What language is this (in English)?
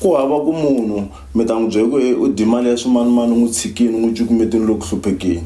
Tsonga